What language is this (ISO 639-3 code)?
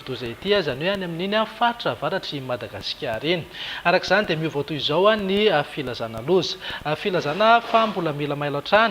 mlg